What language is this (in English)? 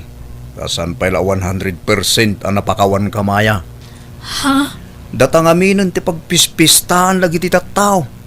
Iloko